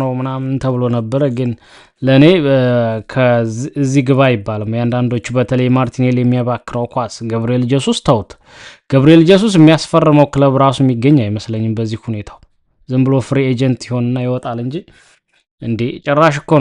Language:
Amharic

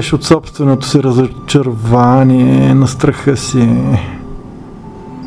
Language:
Bulgarian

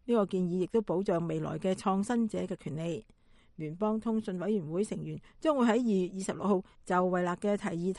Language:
Cantonese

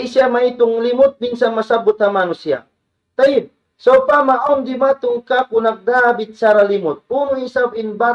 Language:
Tausug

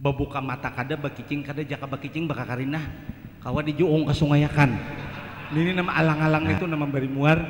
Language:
Banjar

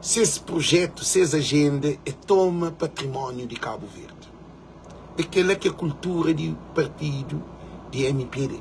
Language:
Kabuverdianu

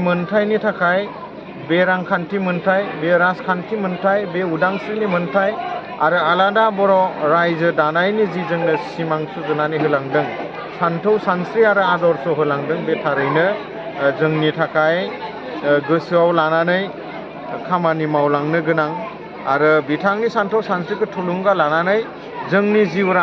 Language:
Bodo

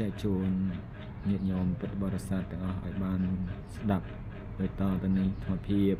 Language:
Khmer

